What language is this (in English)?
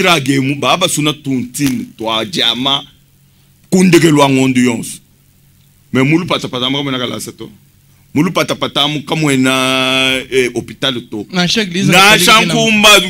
Luba-Lulua